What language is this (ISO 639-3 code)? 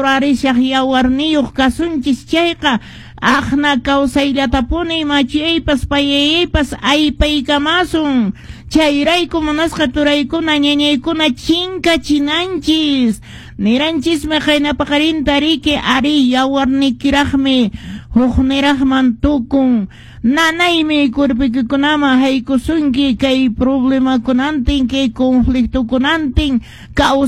que